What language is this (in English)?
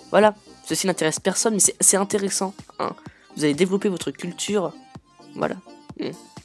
French